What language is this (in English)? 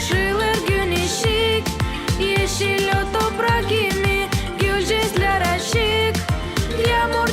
Gagauz